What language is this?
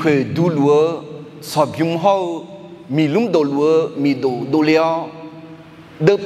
Akha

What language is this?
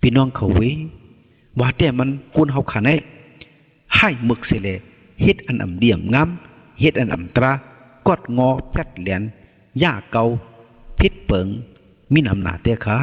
Shan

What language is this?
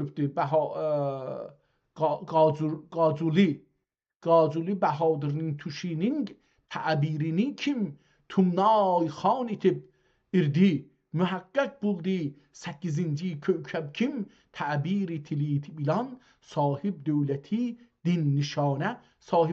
South Azerbaijani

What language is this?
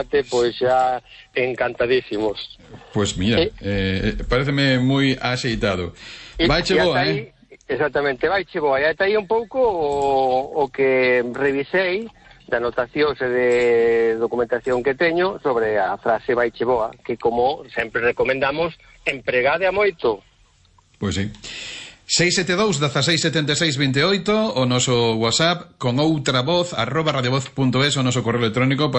Galician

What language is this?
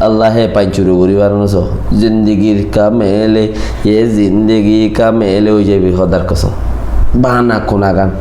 Rohingya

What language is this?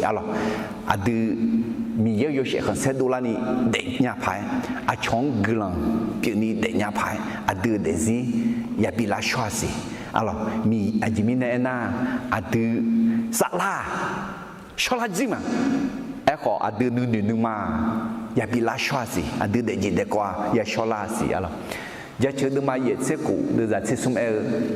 Akha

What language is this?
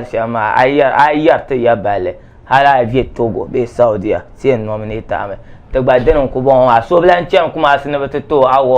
Dagbani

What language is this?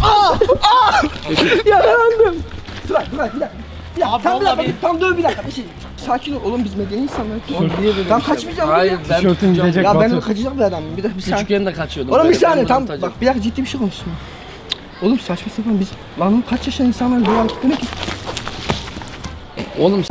Turkish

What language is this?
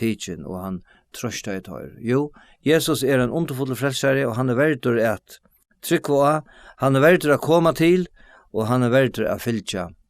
Faroese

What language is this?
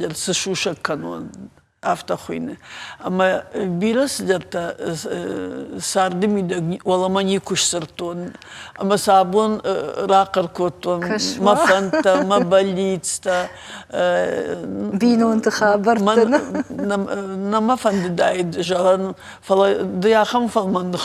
Ossetic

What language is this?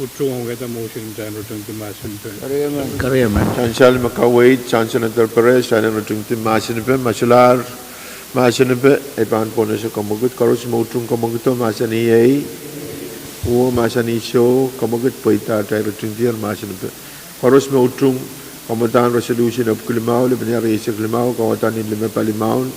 Pohnpeian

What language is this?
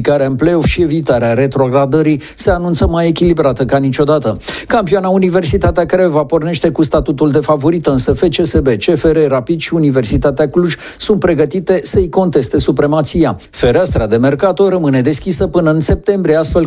Romanian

